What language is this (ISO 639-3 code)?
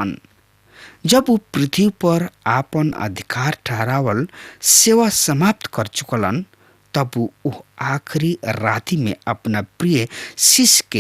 bho